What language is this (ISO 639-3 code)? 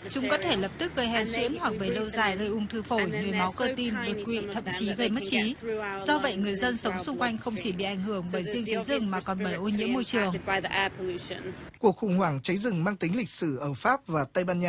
vie